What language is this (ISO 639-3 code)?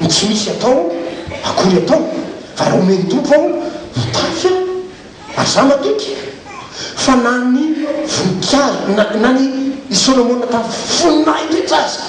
mlg